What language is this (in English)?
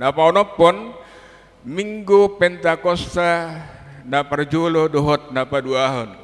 Batak Toba